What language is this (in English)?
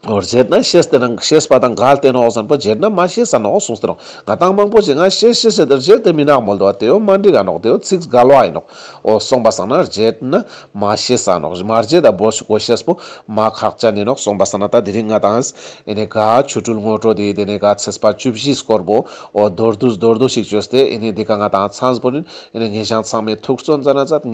Ladakhi